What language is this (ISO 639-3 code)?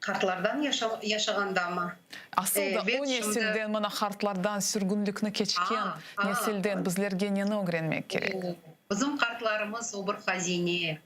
crh